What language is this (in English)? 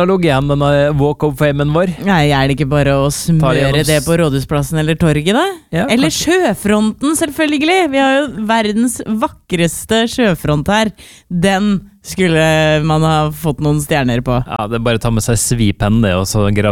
Norwegian